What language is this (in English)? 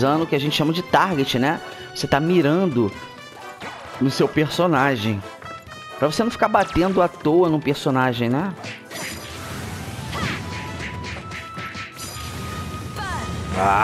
Portuguese